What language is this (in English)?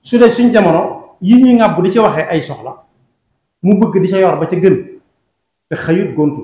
Wolof